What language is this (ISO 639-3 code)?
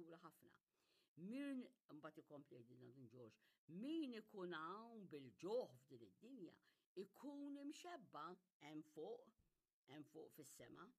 mlt